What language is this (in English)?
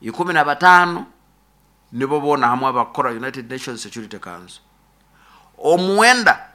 Nyoro